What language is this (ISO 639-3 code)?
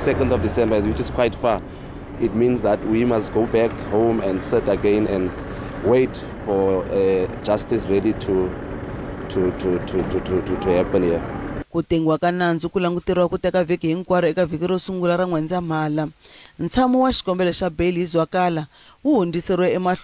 tso